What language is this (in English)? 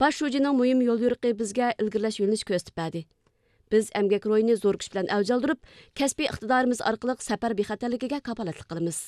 Uyghur